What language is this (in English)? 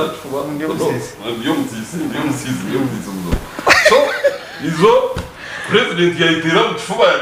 Nyankole